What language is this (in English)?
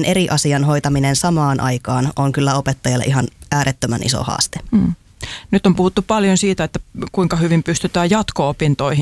Finnish